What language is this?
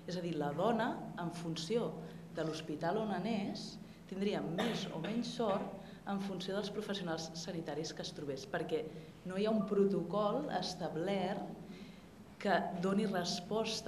Catalan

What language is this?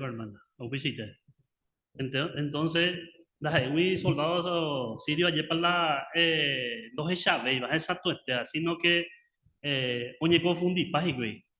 Guarani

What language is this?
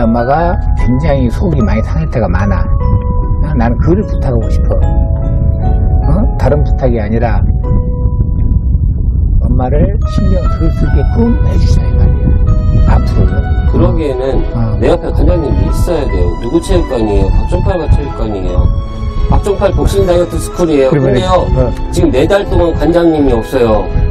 Korean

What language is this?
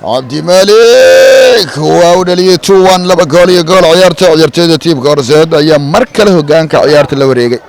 Somali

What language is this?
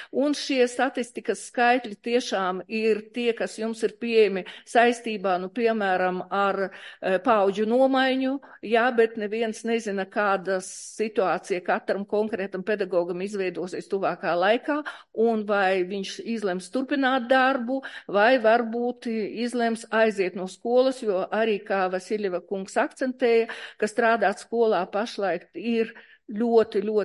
Latvian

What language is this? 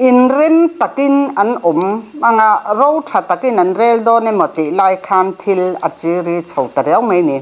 Mizo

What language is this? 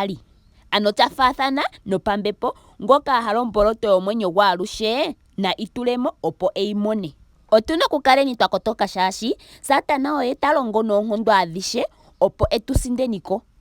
Ndonga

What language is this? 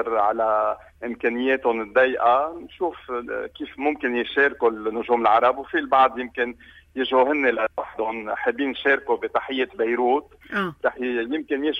North Levantine Arabic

